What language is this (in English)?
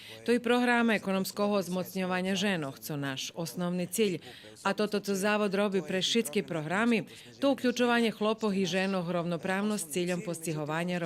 Rusyn